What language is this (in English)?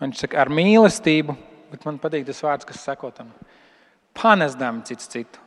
Latvian